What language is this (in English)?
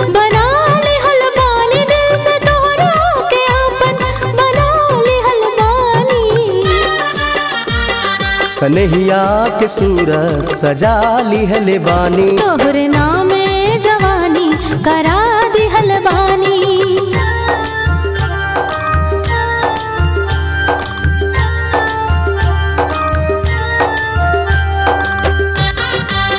Bhojpuri